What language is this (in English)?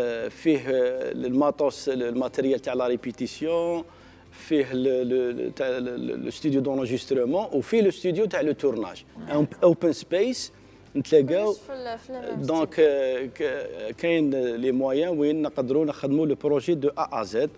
Algerian Arabic